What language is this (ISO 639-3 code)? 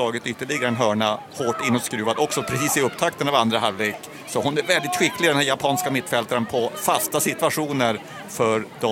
swe